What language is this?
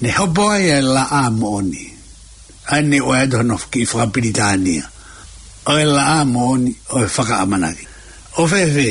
Tongan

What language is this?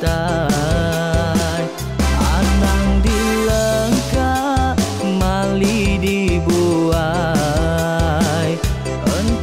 Iban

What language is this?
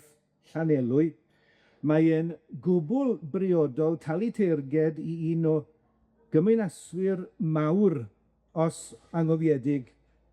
Welsh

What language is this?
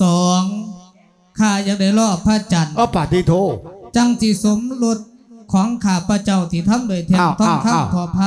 Lao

